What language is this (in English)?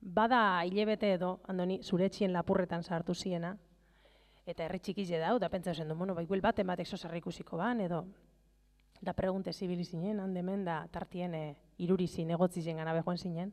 Basque